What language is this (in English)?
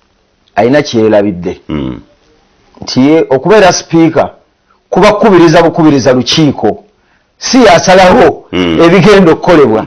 Ganda